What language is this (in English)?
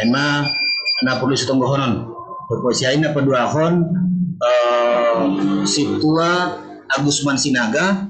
Batak Simalungun